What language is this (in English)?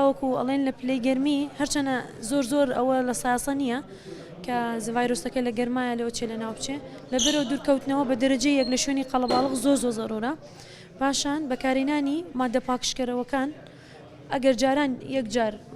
Central Kurdish